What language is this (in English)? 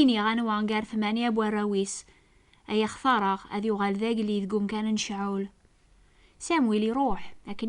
Kabyle